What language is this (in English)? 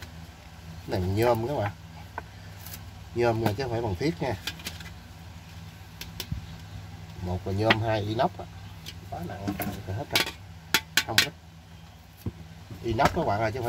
Vietnamese